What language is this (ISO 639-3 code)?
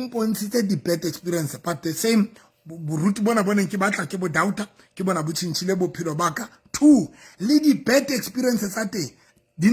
sot